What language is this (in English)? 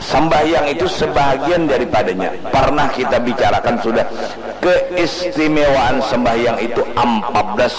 Banjar